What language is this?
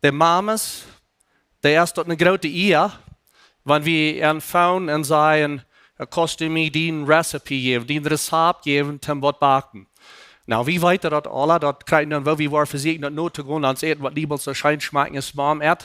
Plautdietsch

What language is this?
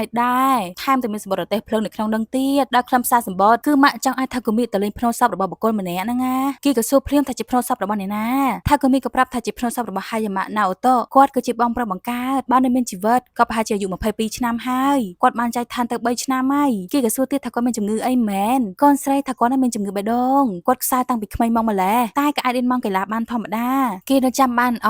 Khmer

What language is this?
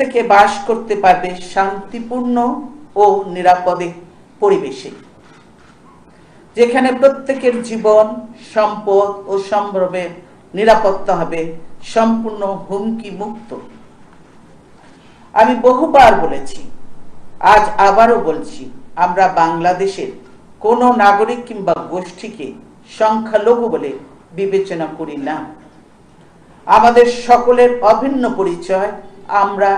Bangla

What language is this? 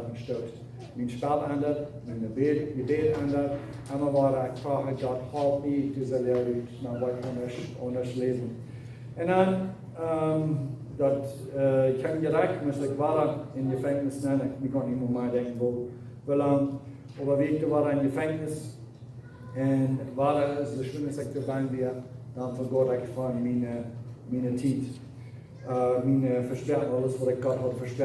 Plautdietsch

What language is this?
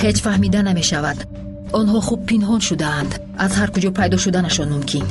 Tajik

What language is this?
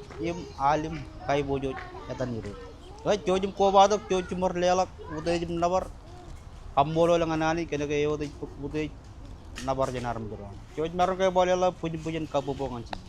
Marshallese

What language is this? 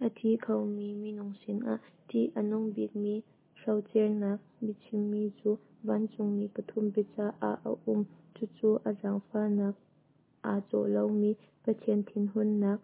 Hakha Chin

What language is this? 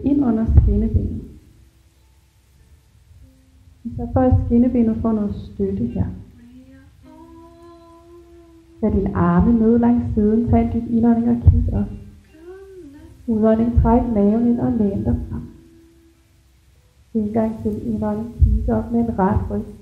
Danish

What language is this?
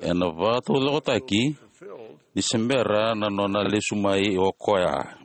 Fijian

